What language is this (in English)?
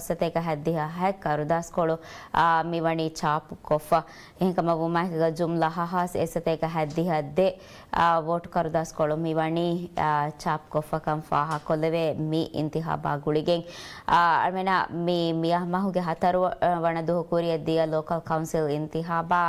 Divehi